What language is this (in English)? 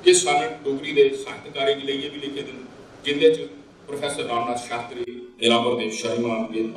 Dogri